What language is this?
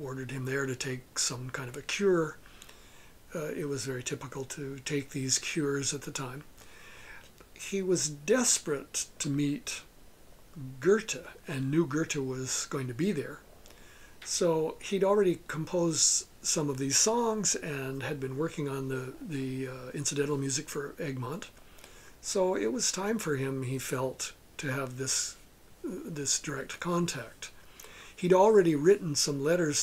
English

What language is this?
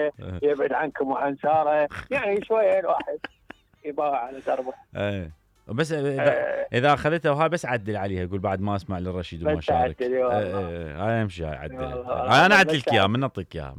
Mesopotamian Arabic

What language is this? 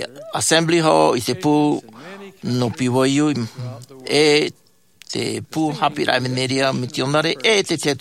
Tahitian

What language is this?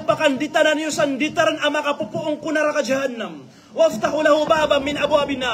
Maranao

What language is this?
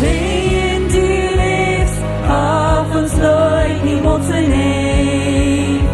Plautdietsch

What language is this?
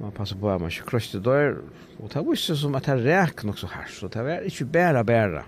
Faroese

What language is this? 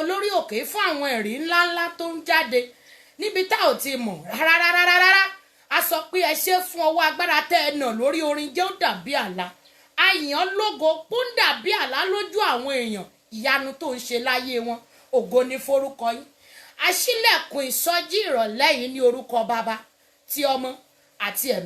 Yoruba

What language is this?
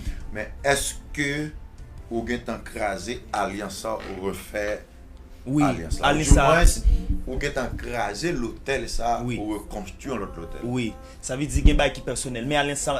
Haitian Creole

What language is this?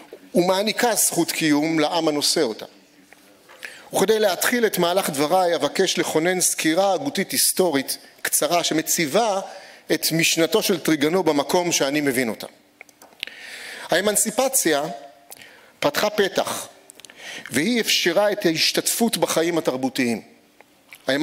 Hebrew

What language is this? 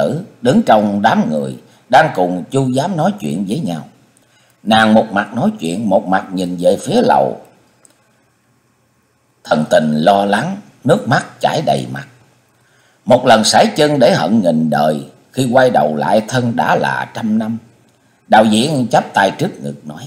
Vietnamese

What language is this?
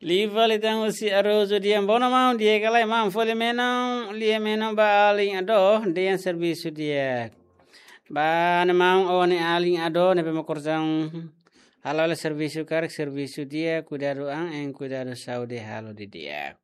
Tetum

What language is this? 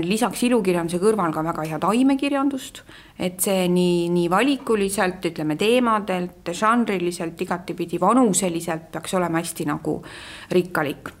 Estonian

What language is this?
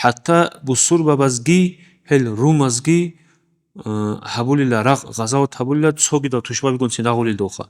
Avaric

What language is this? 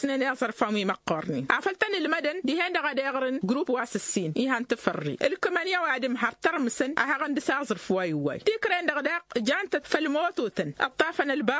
Tamasheq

